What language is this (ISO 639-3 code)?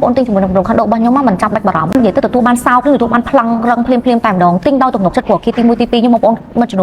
khm